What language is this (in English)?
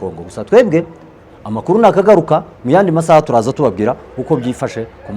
Kinyarwanda